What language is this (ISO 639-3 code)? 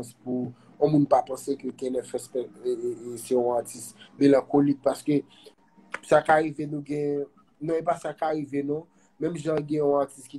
hat